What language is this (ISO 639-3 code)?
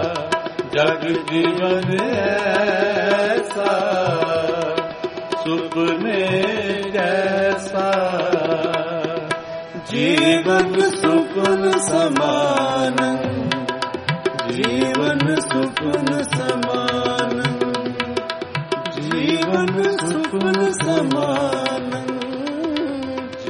pan